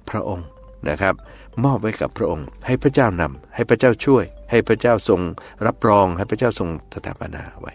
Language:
Thai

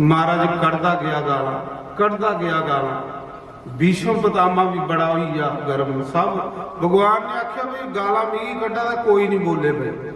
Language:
Dogri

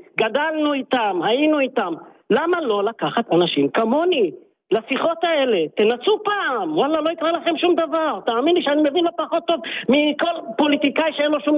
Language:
Hebrew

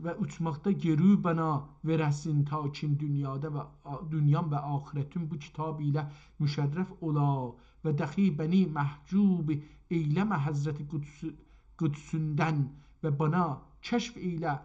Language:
South Azerbaijani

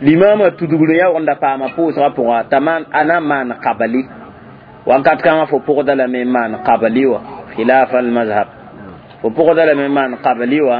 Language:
Mossi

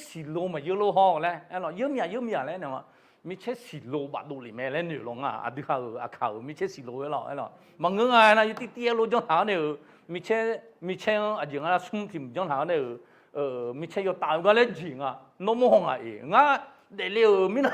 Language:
Akha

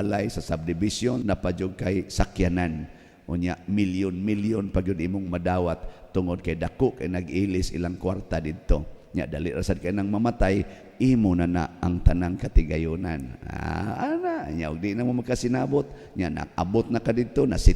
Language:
Cebuano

